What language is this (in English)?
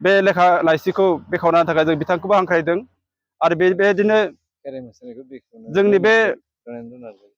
Bodo